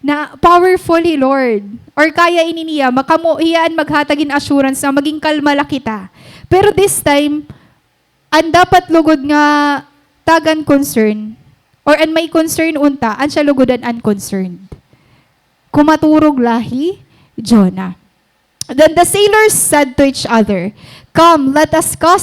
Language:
Waray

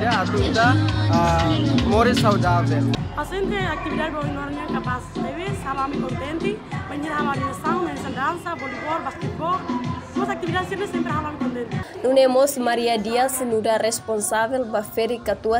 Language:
Tetum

